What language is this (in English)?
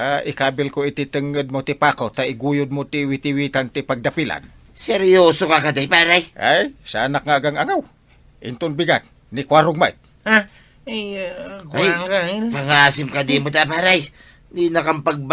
Iloko